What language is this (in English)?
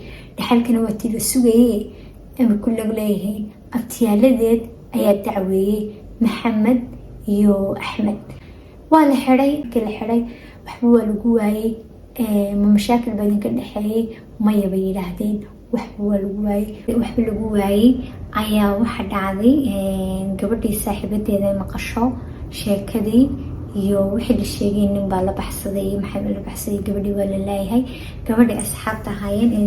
Somali